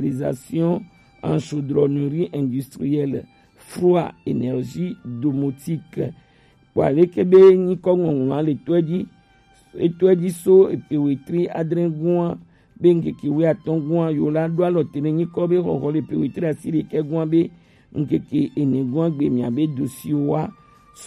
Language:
Gen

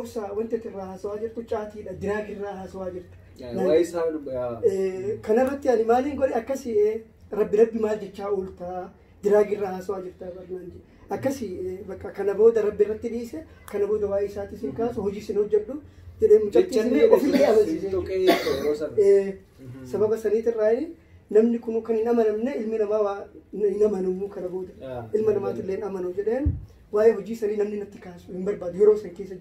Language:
Oromo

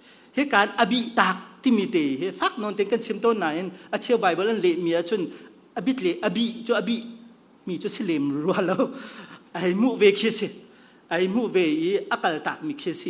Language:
Hakha Chin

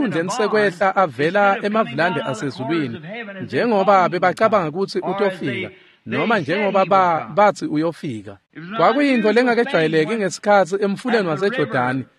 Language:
Swati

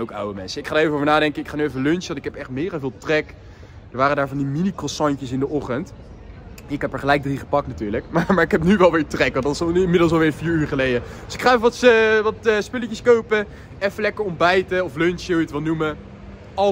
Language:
Dutch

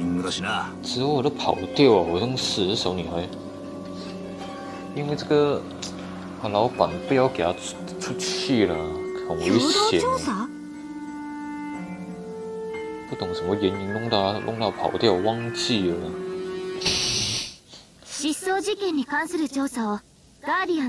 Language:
Chinese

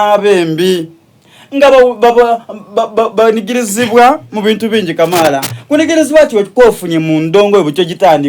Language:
Soga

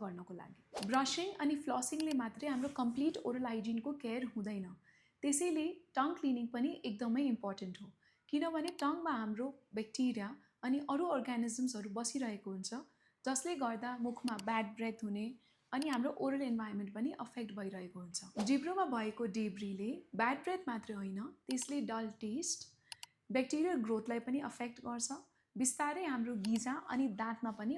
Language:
Nepali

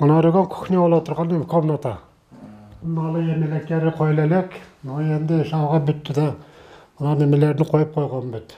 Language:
Kyrgyz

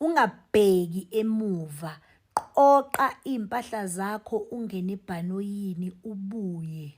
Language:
Zulu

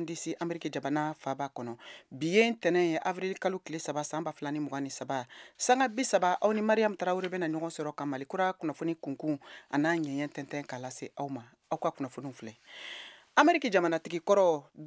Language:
Bambara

